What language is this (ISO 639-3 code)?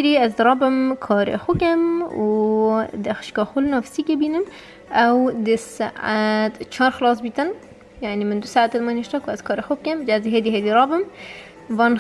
kur